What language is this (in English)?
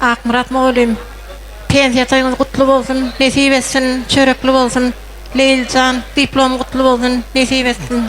Turkmen